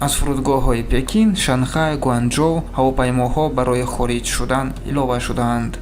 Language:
Tajik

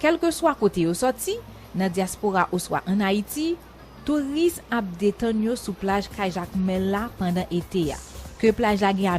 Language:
Haitian Creole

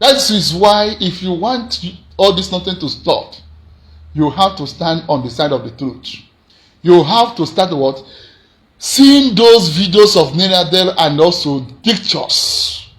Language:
Igbo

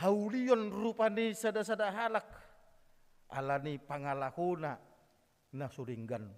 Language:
Batak Toba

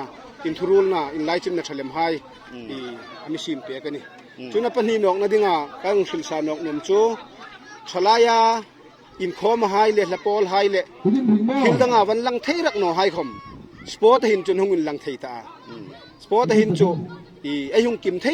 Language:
Hmar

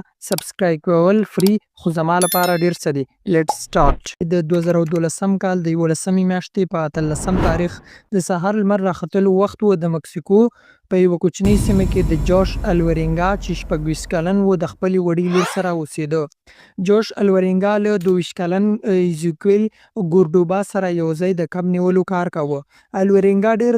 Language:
Pashto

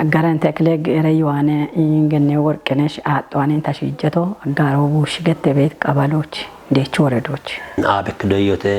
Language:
Kafa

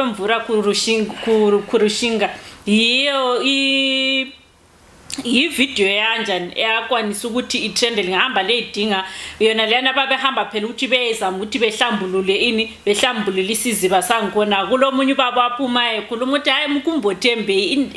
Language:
Shona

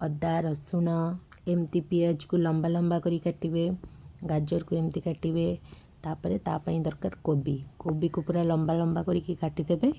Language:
Odia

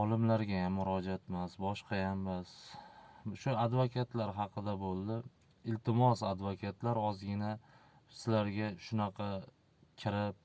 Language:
Uzbek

